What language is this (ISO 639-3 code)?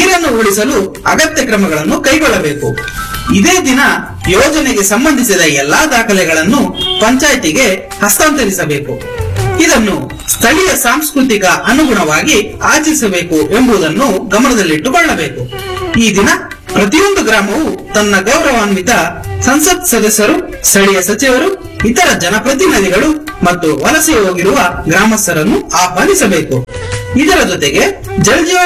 kan